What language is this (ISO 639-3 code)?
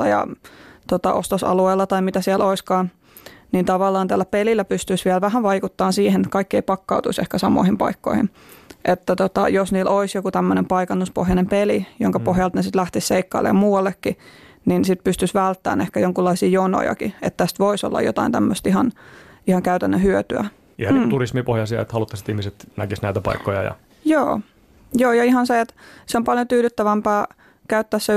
fin